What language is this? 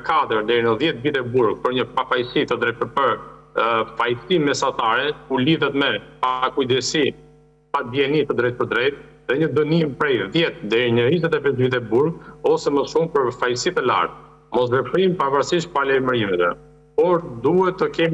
Albanian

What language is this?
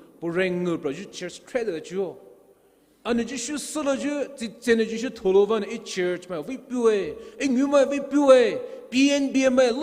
Poumei Naga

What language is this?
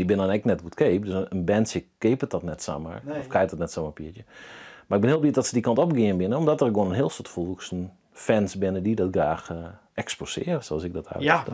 Western Frisian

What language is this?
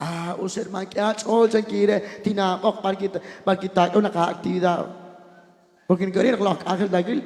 Kekchí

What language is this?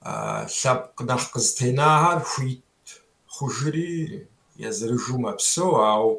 Kabardian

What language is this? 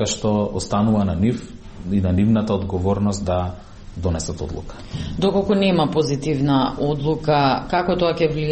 Macedonian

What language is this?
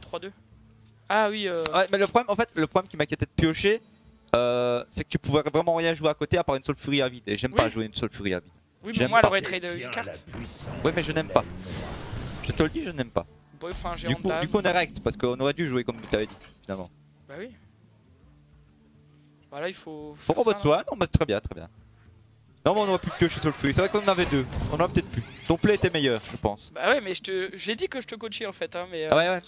French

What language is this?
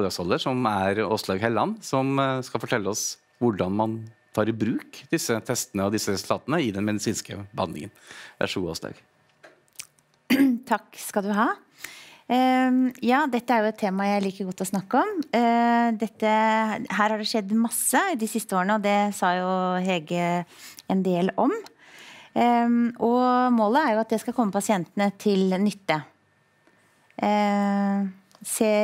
Norwegian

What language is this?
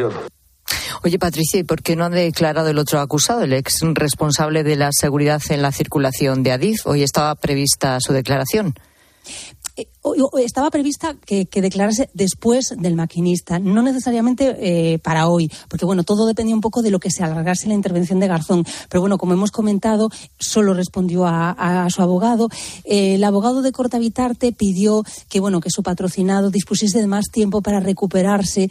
Spanish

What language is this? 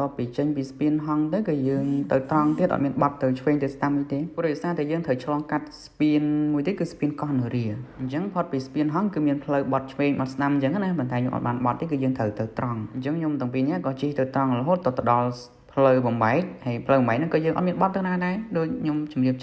Khmer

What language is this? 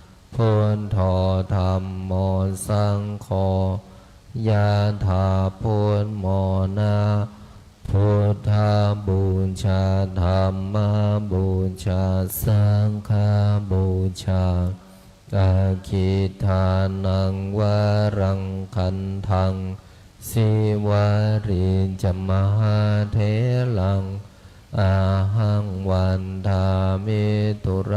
Pali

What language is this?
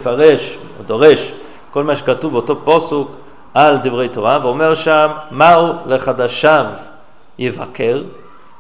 Hebrew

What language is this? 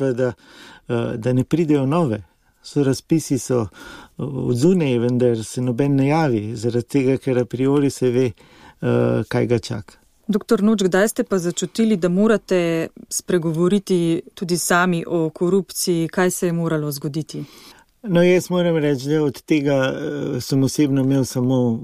Slovenian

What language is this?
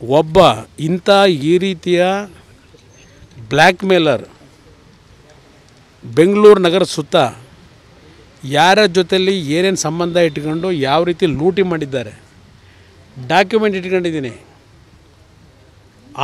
Kannada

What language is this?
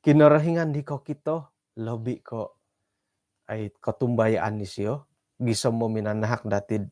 Central Dusun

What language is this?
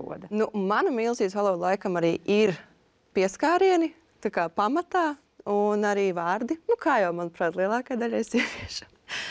Latvian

